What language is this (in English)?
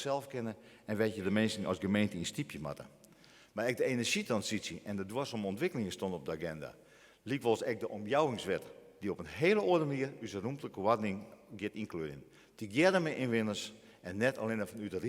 Western Frisian